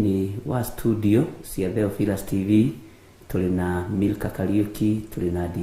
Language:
Kikuyu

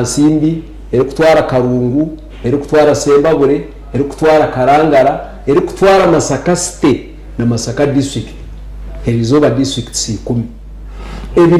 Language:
Nyankole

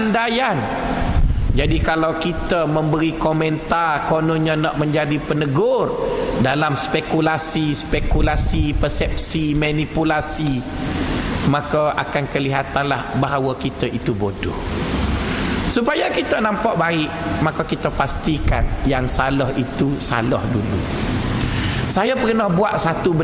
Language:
Malay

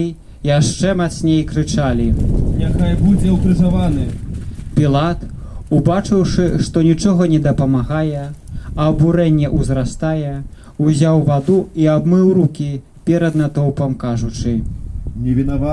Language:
Belarusian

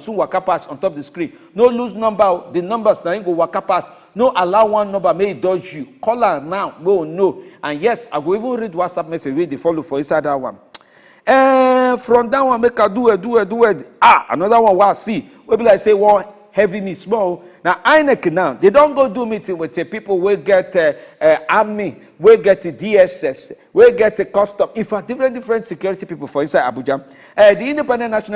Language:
Nigerian Pidgin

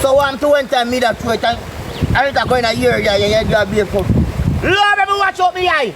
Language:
Jamaican Creole English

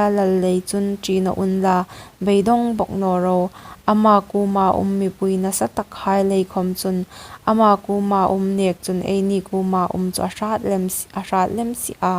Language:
Hmar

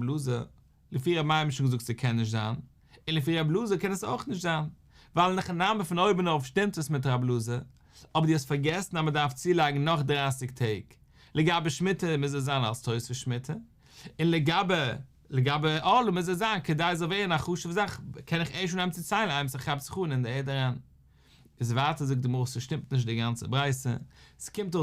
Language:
Yiddish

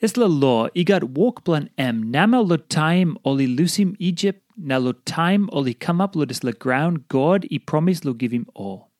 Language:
Tok Pisin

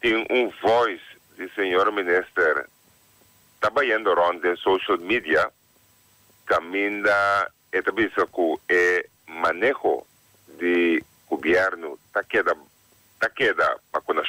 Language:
Papiamento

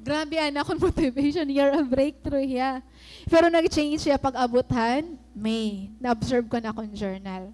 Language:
Waray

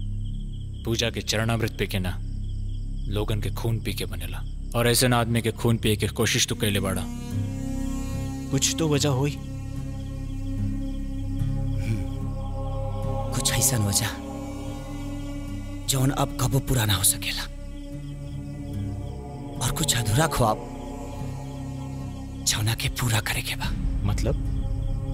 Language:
Bhojpuri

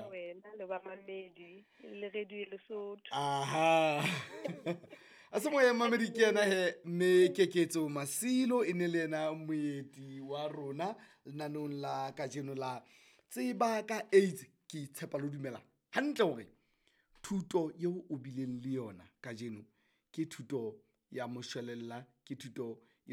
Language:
Southern Sotho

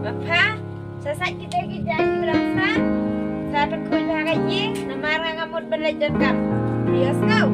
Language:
Khasi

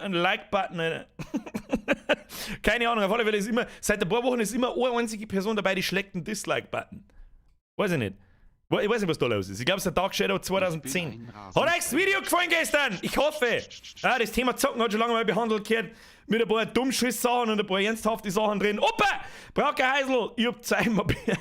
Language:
Bavarian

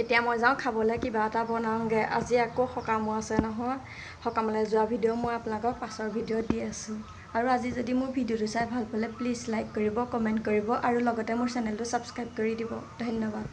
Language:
Assamese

